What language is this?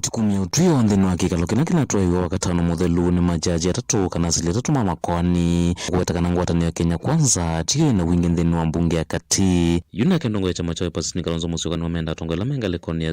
Kamba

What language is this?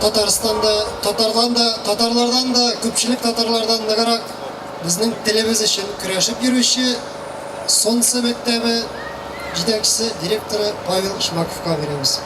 Tatar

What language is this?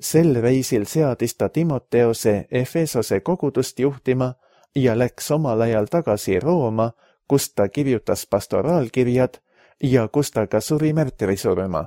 Estonian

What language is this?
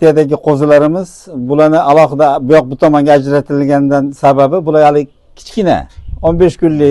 Uzbek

